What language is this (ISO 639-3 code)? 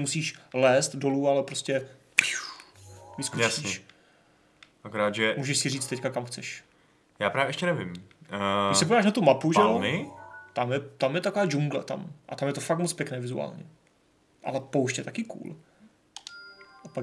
ces